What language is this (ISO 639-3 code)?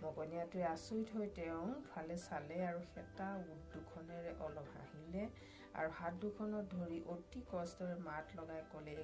asm